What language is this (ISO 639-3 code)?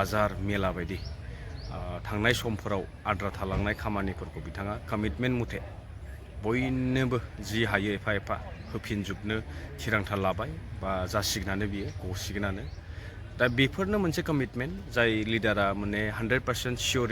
brx